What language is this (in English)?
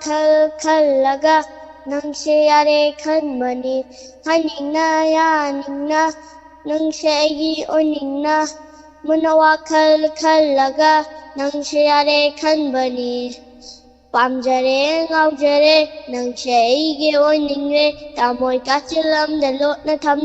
Manipuri